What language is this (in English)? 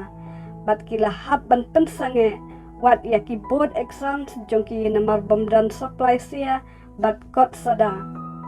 Khasi